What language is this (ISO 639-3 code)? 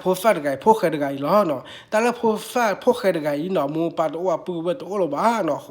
ksw